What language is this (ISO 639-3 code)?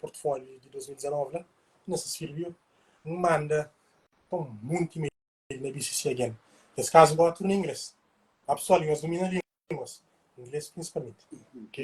kea